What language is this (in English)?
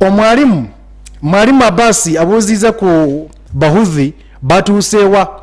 Nyankole